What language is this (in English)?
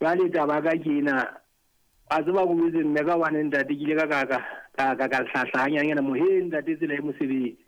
Southern Sotho